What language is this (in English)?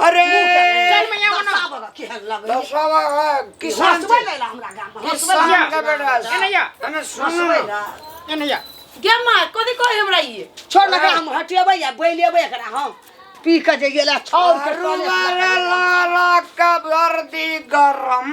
Maithili